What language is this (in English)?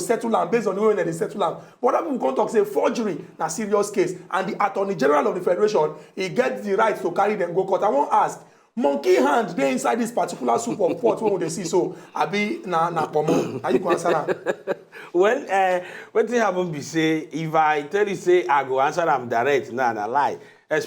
Nigerian Pidgin